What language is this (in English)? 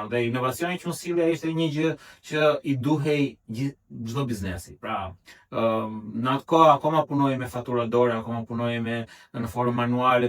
Albanian